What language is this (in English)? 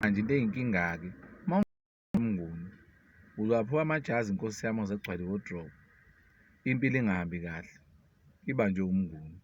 Zulu